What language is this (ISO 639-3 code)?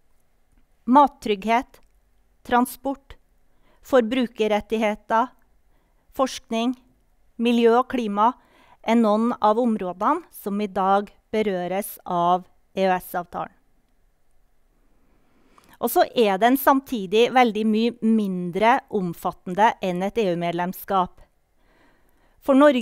nor